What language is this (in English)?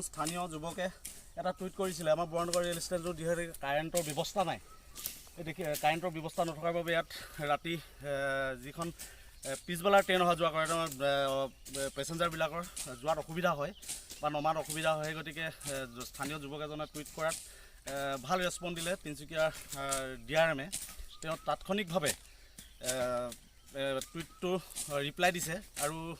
Assamese